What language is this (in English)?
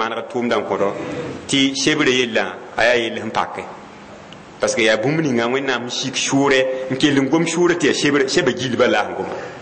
Mossi